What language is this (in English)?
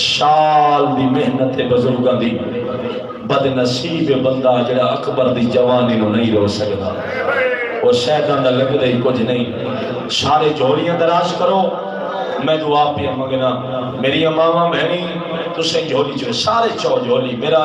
Saraiki